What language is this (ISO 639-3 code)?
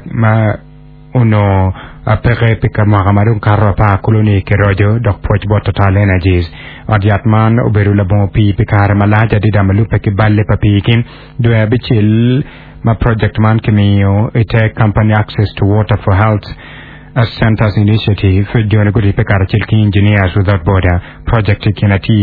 ach